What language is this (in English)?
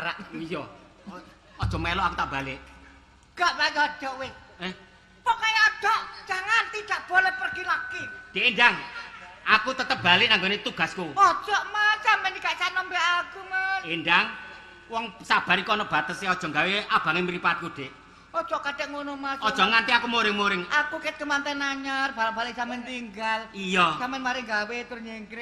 Javanese